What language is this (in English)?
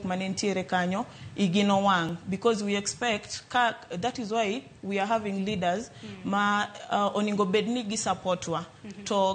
Luo (Kenya and Tanzania)